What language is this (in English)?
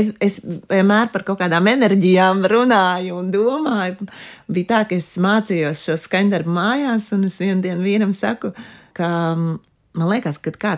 Latvian